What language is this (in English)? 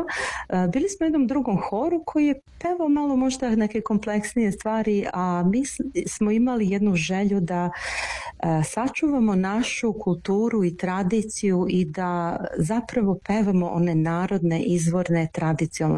Serbian